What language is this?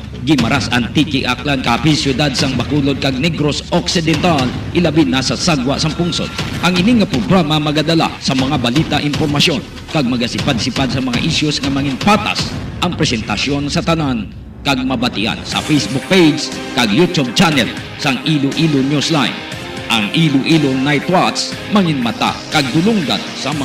Hiligaynon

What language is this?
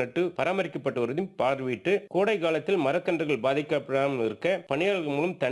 Tamil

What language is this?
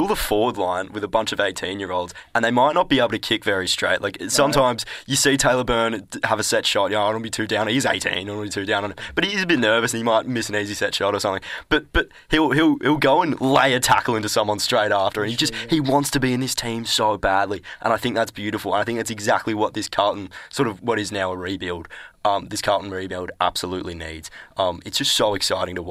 English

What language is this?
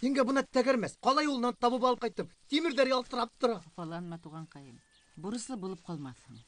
Bashkir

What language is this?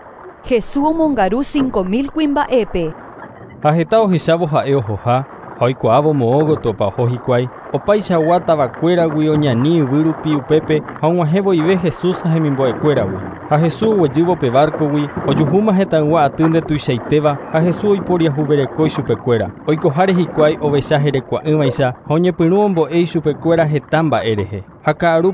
Guarani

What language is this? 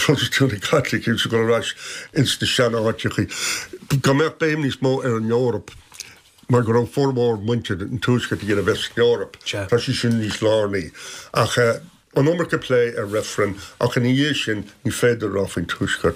Irish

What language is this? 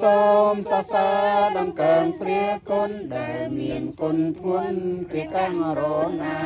Khmer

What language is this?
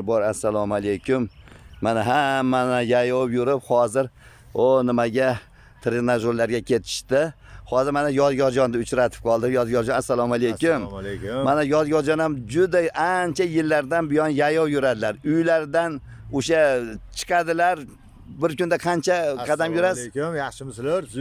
Uzbek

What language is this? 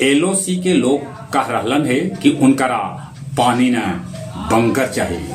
Magahi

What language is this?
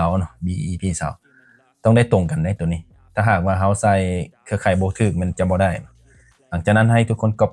Lao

